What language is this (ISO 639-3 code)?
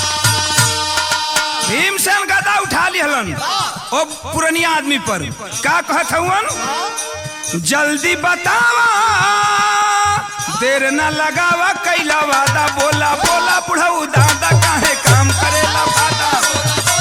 bho